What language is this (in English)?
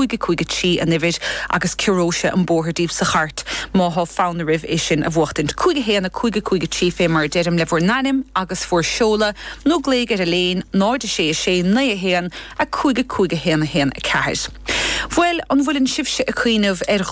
Irish